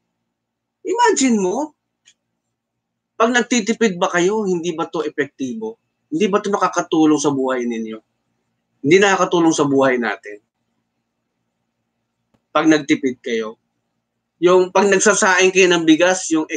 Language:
Filipino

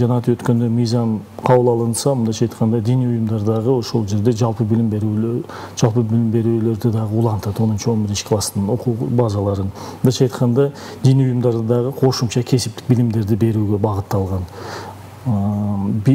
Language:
Kyrgyz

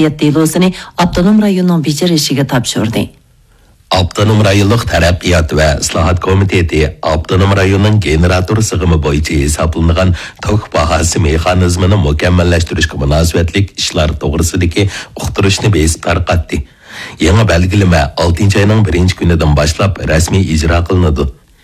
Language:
Uyghur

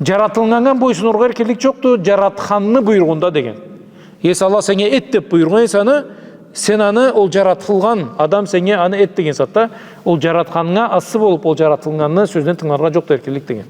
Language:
Karachay-Balkar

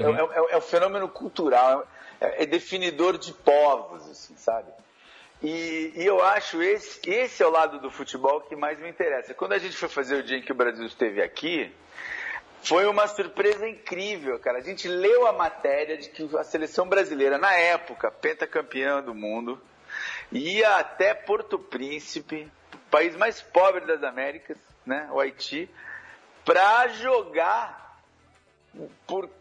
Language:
Portuguese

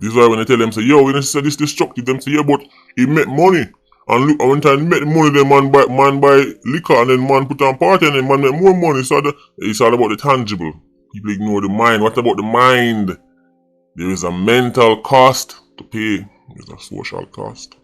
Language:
Jamaican Creole English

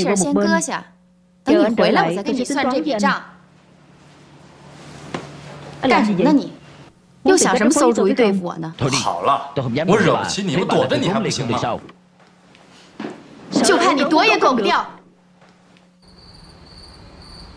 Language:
Chinese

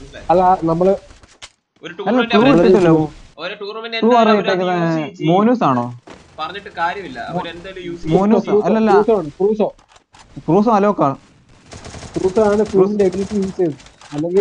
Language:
Malayalam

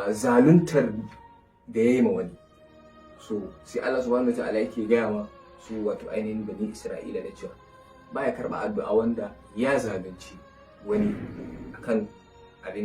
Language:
Hausa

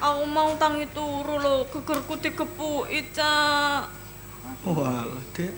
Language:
Javanese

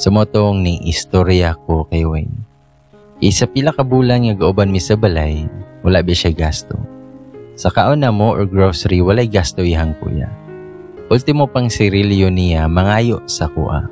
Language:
Cebuano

